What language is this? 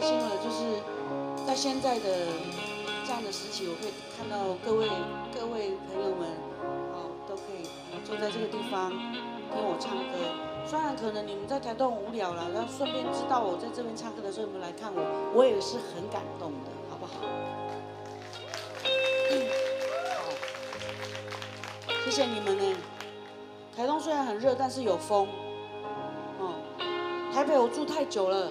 Chinese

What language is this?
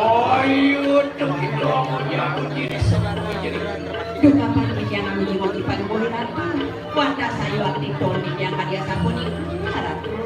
Balinese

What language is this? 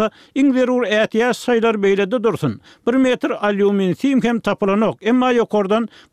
Turkmen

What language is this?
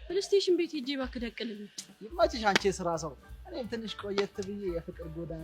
Amharic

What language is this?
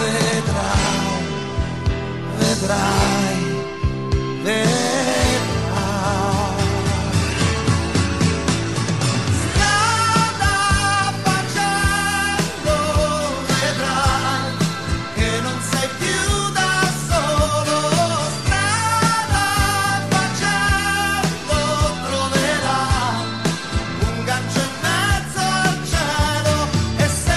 Italian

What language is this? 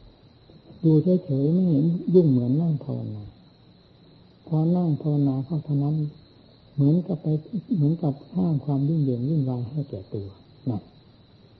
Thai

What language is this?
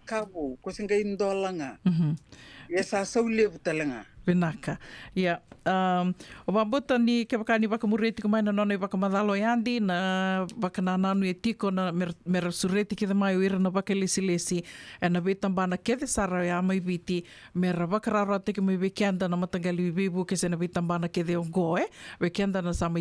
Fijian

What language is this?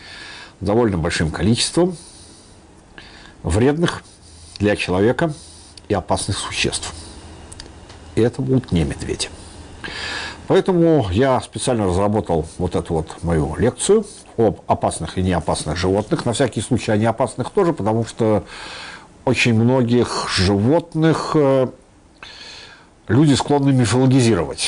Russian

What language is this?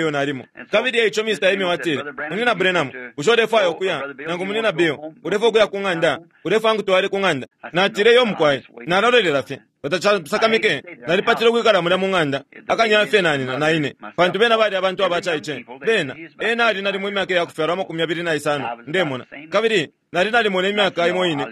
Bemba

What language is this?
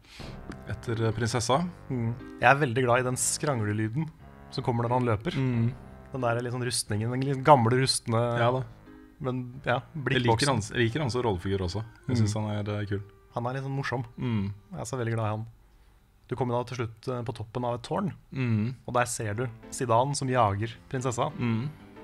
Norwegian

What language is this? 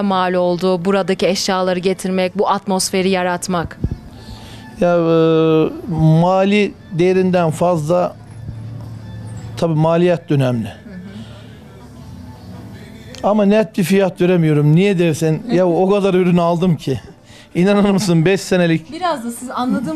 Turkish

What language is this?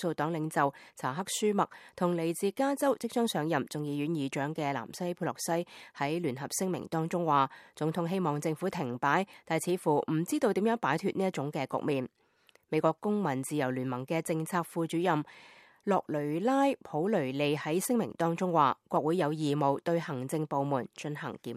Cantonese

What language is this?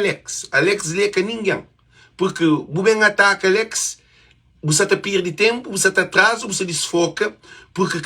Kabuverdianu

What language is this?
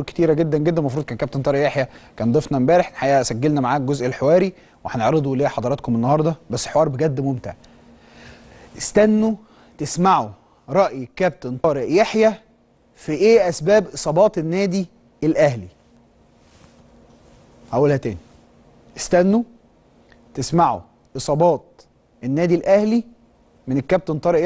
Egyptian Arabic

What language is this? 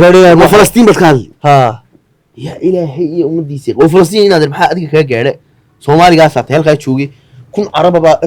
Somali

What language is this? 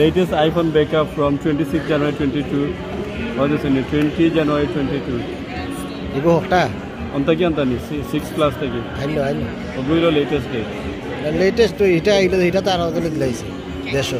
Sylheti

